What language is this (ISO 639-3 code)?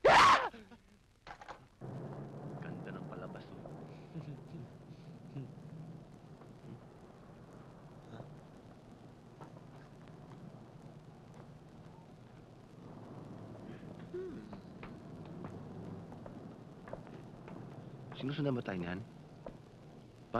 fil